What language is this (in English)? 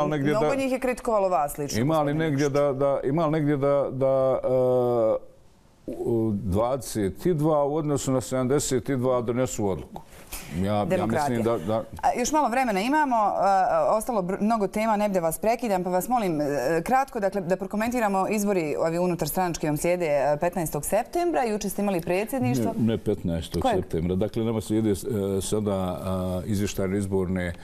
Bosnian